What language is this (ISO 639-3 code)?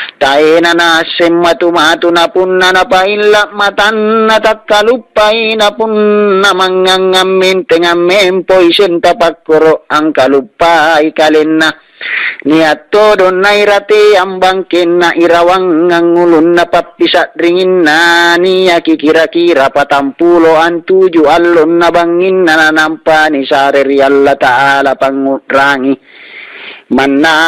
mak